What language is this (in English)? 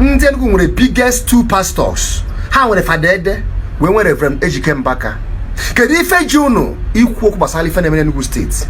Igbo